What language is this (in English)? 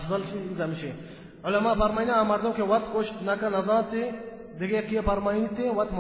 Baluchi